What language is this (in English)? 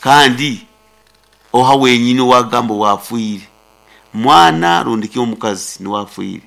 Nyankole